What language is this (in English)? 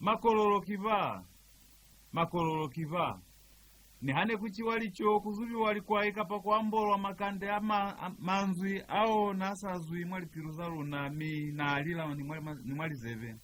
Lozi